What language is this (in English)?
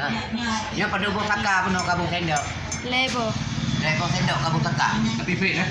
Achinese